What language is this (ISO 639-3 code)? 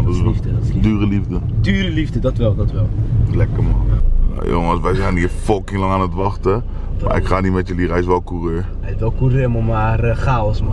nld